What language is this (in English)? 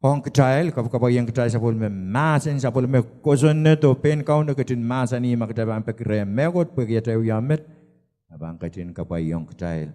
Pohnpeian